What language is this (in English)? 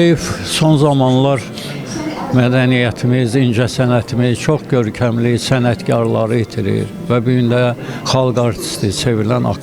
Azerbaijani